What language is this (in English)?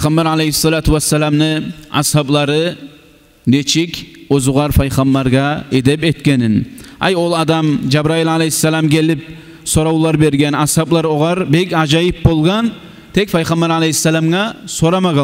Kumyk